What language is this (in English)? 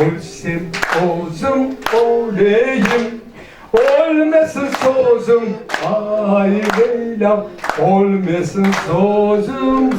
Crimean Tatar